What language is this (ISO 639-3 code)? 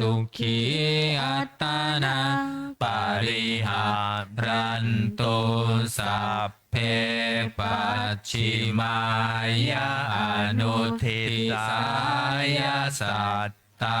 pli